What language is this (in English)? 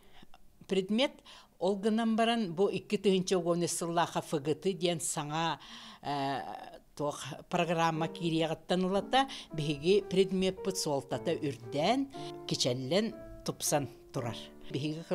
Yakut